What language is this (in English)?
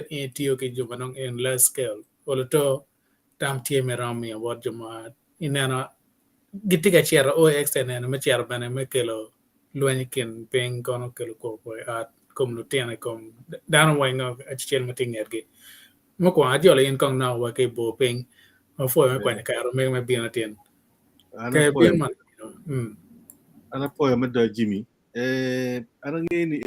Acoli